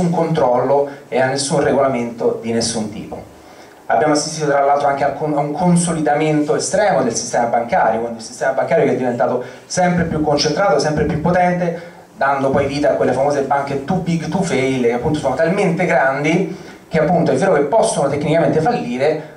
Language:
Italian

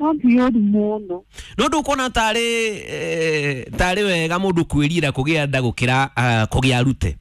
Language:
Kikuyu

